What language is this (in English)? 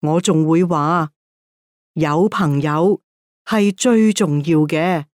Cantonese